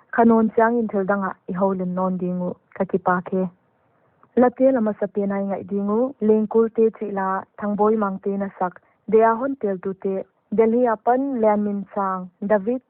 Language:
Paite Chin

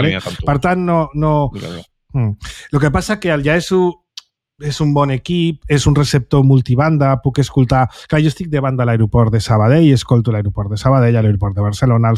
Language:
Catalan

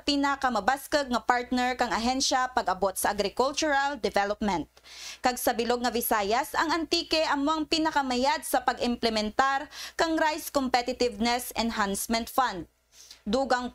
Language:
Kinaray-a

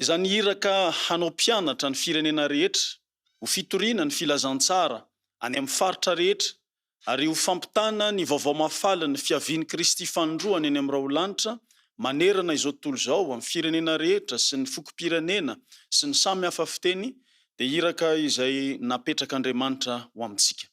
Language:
Malagasy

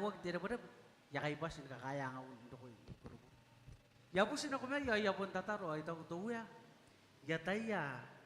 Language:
Gilbertese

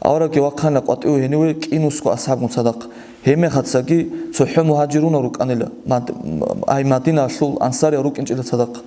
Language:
Avaric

